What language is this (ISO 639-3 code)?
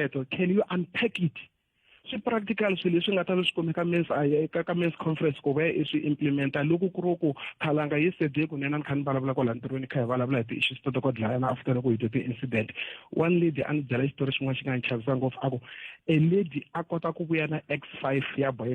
tso